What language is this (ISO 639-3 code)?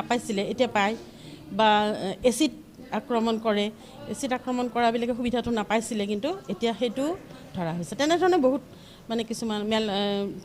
asm